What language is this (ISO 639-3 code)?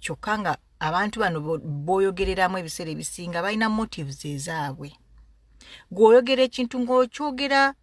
lug